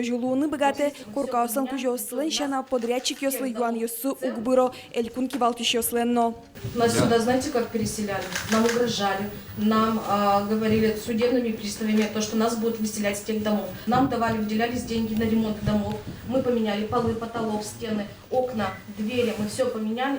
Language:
Udmurt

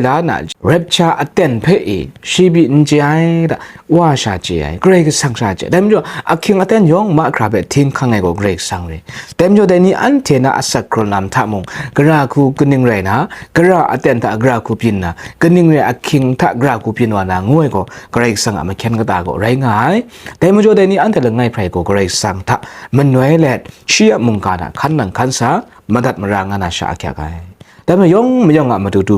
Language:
Kachin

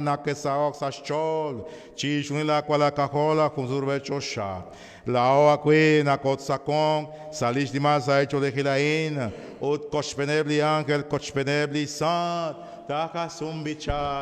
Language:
Kekchí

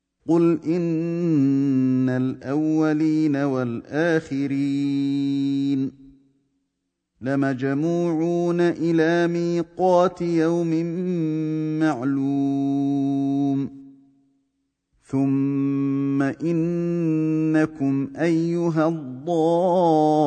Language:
Arabic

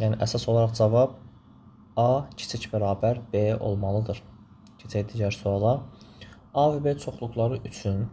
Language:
Azerbaijani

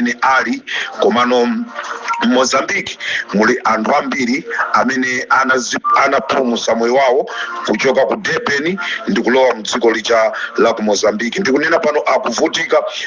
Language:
Nyanja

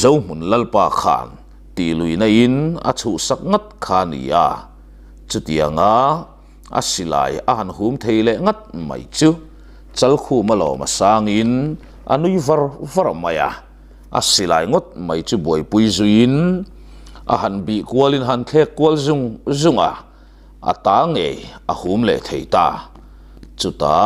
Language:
Mizo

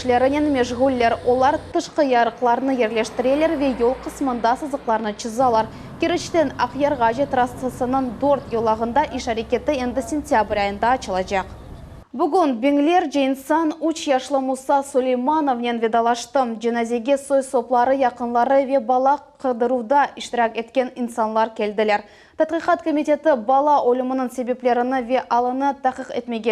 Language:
Crimean Tatar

